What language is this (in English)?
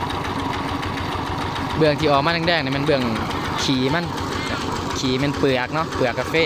Lao